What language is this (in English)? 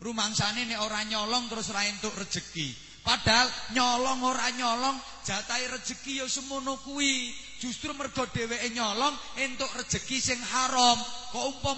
Javanese